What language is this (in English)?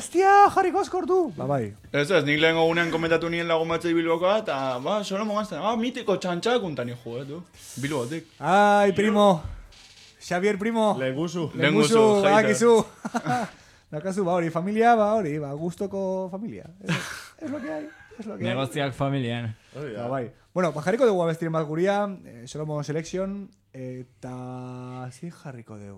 Basque